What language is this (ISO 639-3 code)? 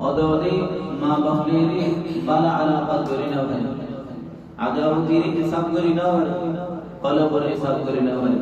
rhg